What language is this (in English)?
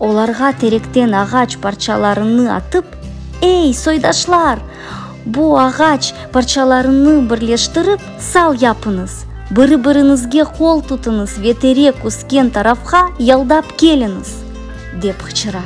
Crimean Tatar